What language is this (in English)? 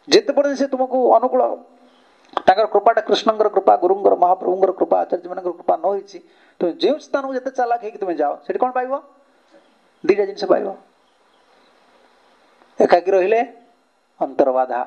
Odia